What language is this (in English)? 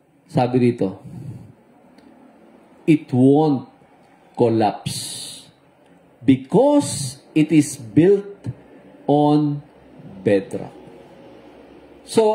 Filipino